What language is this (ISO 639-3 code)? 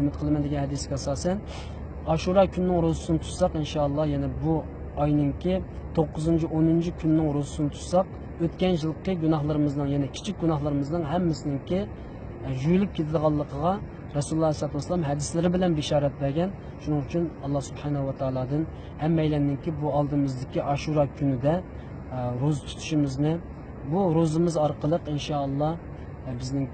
uig